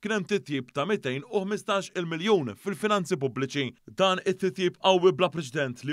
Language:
Maltese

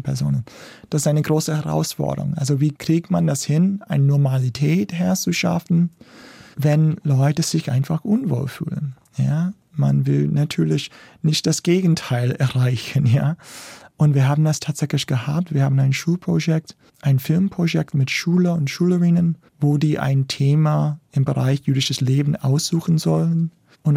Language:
German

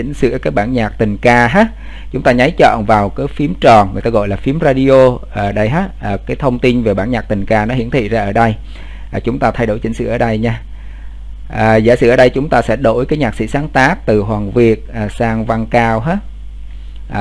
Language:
Vietnamese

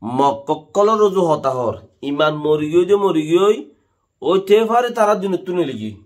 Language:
Rohingya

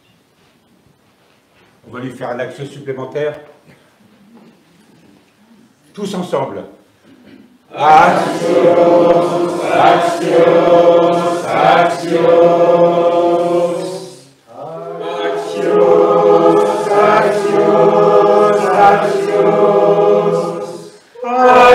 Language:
French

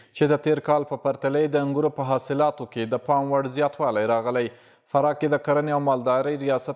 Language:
Pashto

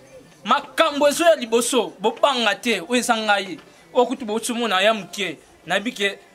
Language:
Lingala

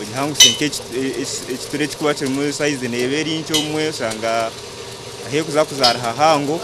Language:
Nyankole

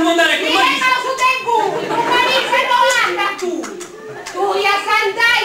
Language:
Sardinian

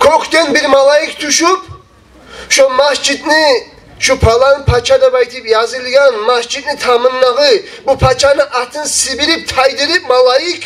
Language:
Kumyk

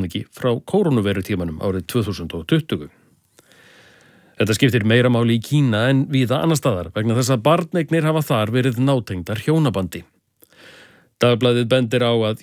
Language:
Icelandic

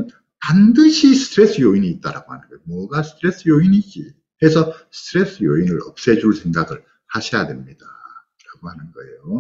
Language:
Korean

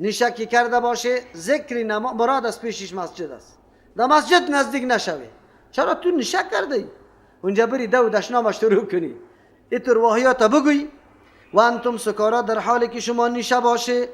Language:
Persian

